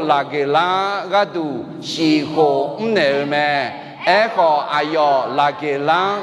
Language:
Akha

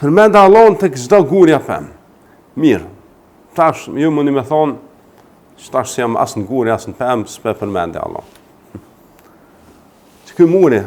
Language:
Albanian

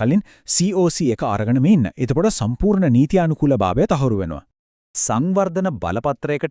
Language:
Sinhala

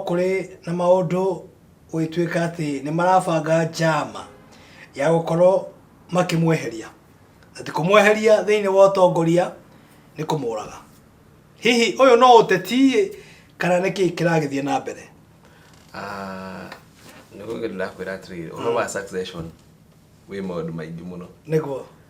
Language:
Kikuyu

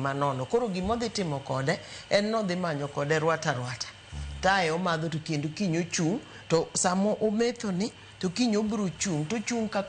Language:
Luo (Kenya and Tanzania)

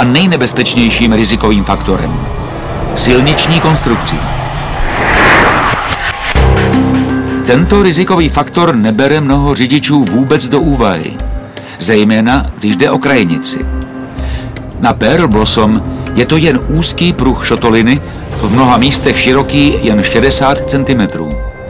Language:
Czech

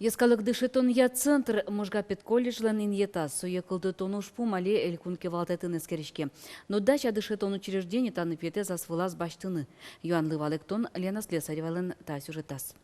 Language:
Udmurt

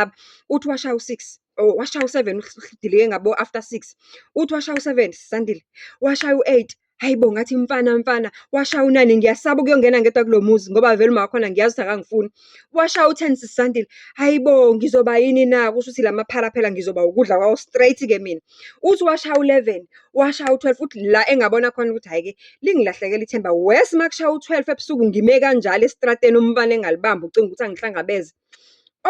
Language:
Zulu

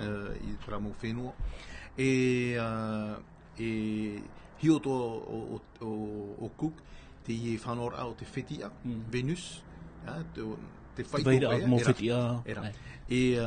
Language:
Tahitian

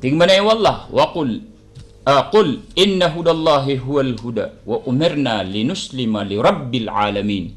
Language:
Maranao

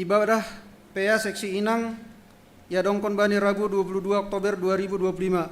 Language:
Batak Simalungun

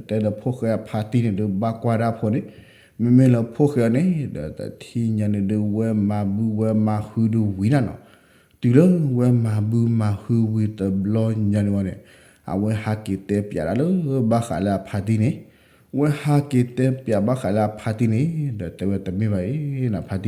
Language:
S'gaw Karen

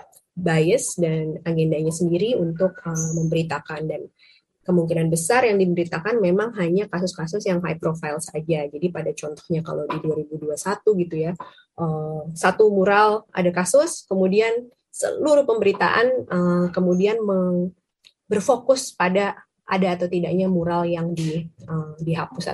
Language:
Indonesian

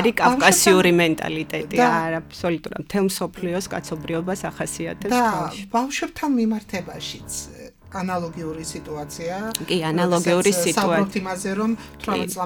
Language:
Georgian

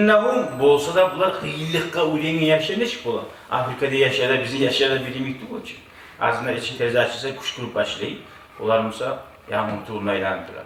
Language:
Kumyk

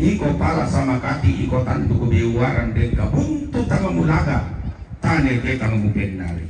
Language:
Toraja-Sa'dan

